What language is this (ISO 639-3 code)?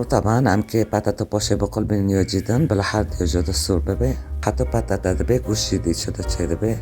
kur